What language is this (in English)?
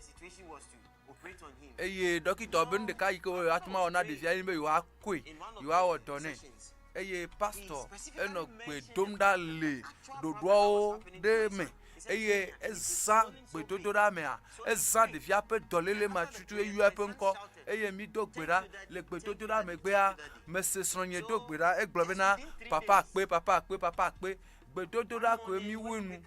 Ewe